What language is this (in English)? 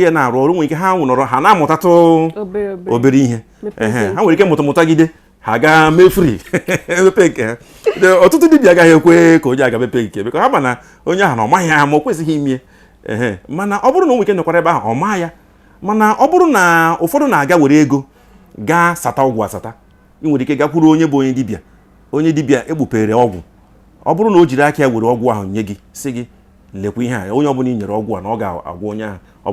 Igbo